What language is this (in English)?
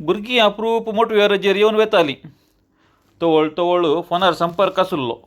Konkani